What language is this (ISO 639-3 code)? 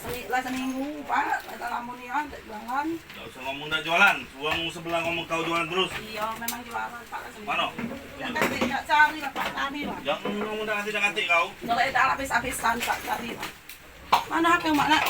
mui